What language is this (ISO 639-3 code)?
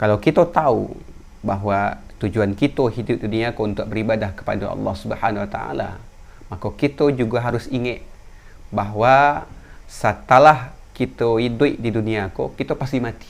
min